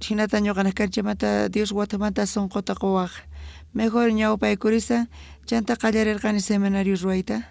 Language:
South Bolivian Quechua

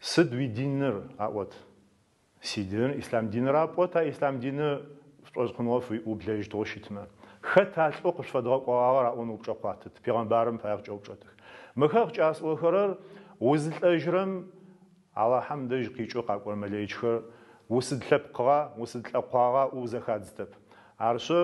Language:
Adyghe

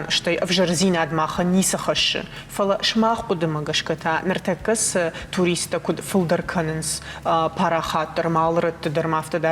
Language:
Ossetic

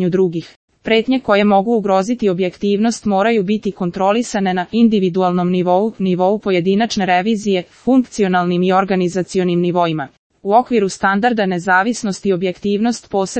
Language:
Serbian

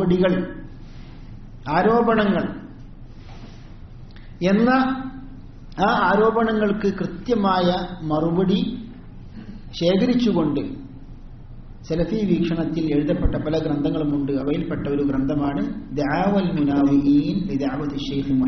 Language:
Malayalam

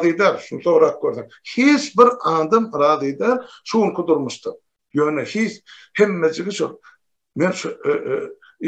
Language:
Turkmen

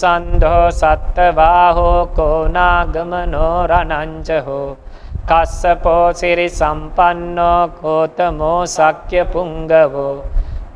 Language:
Pali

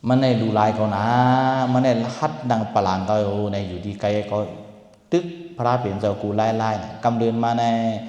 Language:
Shan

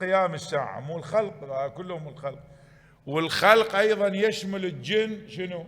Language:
Mesopotamian Arabic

